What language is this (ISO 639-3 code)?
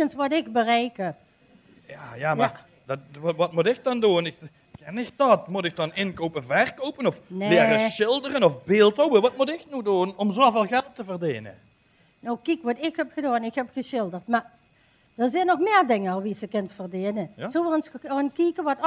lim